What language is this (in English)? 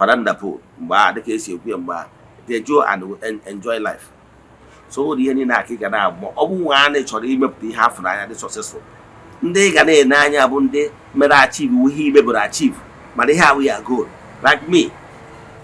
Igbo